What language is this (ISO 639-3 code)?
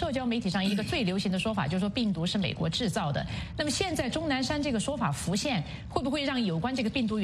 zho